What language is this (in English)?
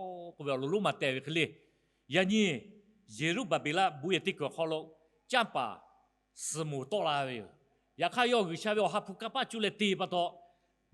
Lahu